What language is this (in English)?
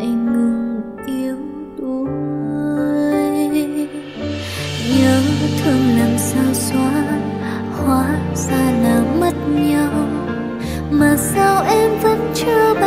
Vietnamese